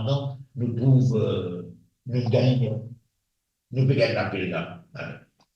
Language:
Morisyen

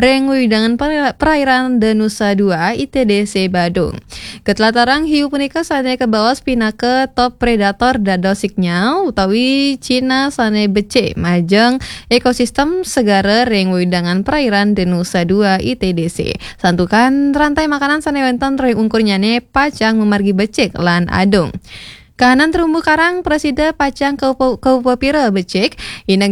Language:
Balinese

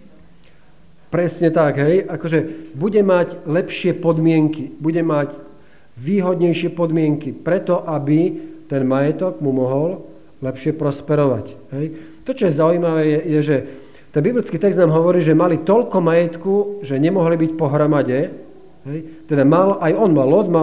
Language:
Slovak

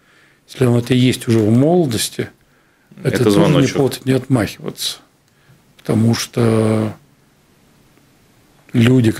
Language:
Russian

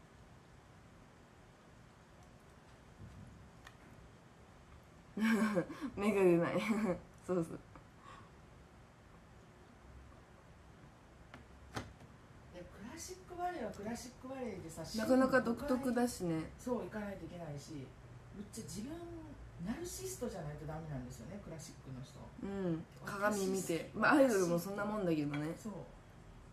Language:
Japanese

